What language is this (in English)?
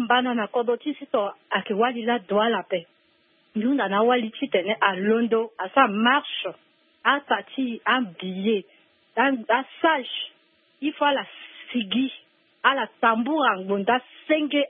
Sango